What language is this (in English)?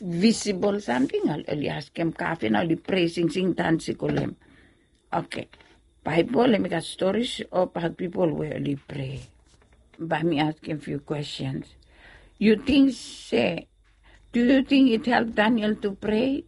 Bislama